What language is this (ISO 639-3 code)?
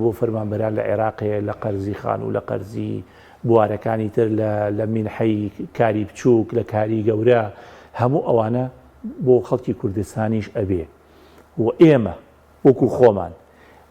ckb